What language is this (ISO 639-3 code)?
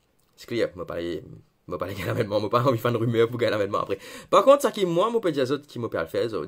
mfe